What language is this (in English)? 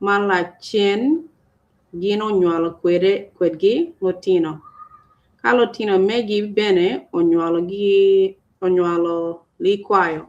Acoli